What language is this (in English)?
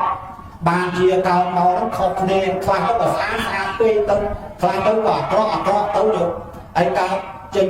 Khmer